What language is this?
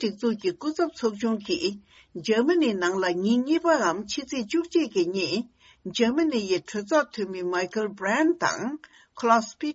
Tibetan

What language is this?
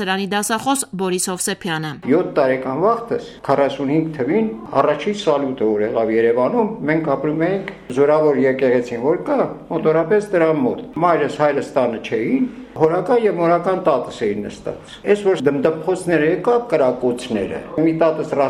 Armenian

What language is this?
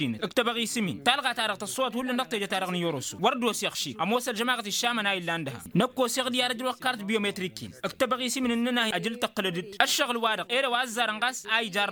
Tamasheq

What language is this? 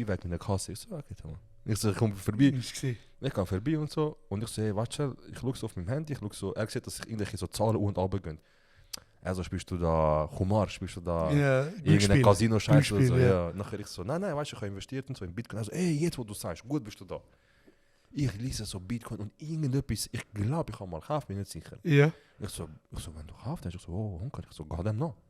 Swiss German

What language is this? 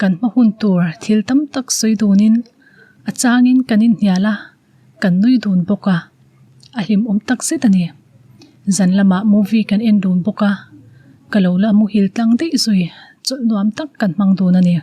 Mizo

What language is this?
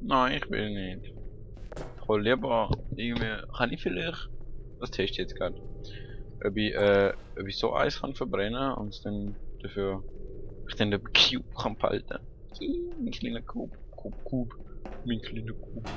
Swiss German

